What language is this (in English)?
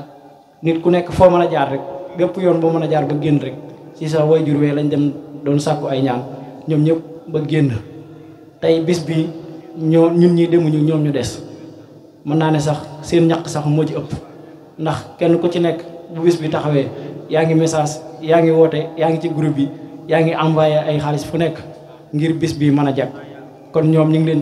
Wolof